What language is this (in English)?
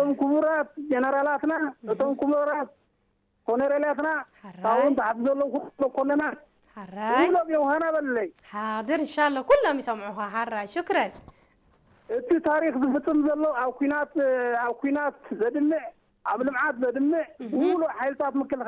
Tigrinya